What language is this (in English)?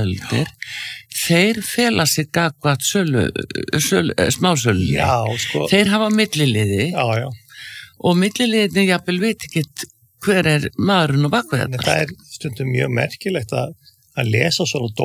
Icelandic